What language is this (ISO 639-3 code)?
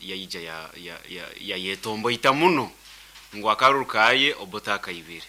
nyn